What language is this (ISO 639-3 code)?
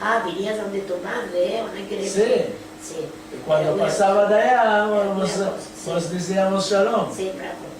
lad